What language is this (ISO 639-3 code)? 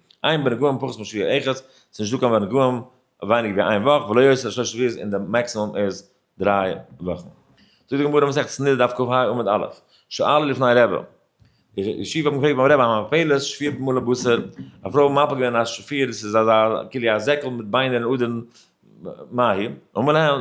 yid